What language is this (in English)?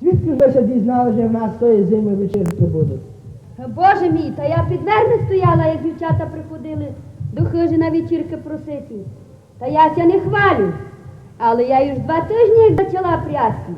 Rusyn